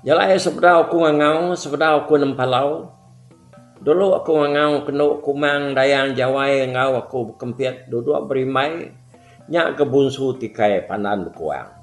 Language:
Iban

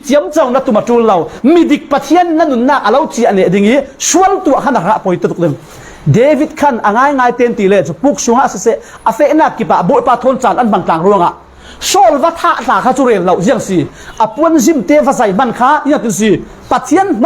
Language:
Falam Chin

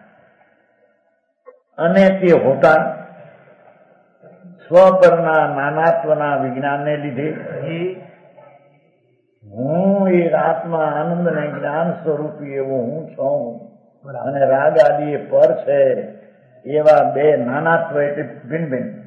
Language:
Gujarati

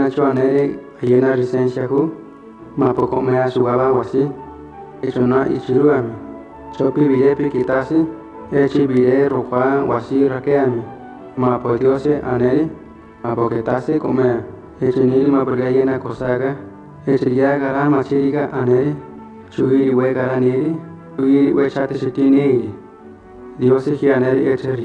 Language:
Central Tarahumara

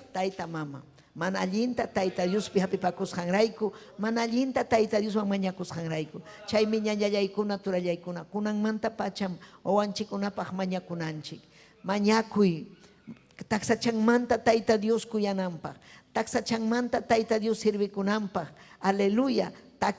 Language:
Ayacucho Quechua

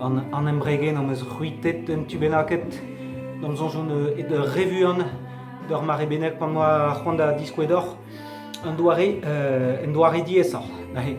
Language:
Breton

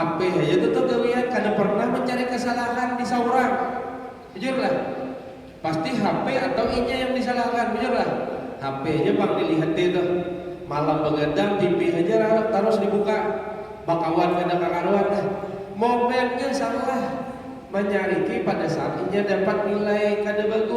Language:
Banjar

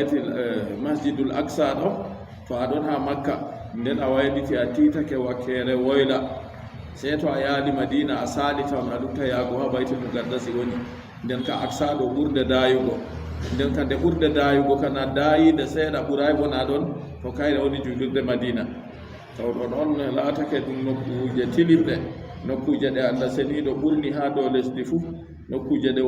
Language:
Fula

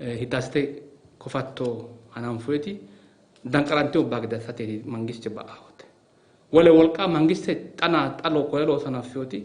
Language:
Sidamo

